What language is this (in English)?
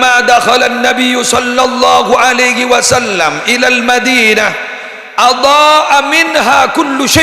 Madurese